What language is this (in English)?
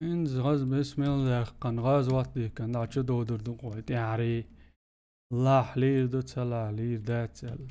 Chechen